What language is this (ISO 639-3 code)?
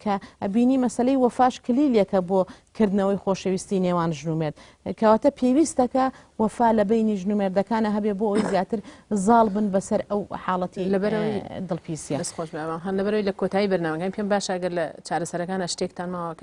ckb